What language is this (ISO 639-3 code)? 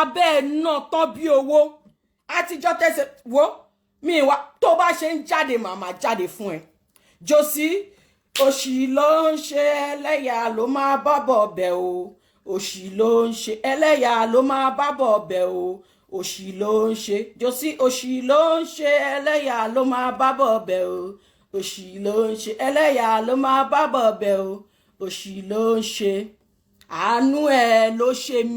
yor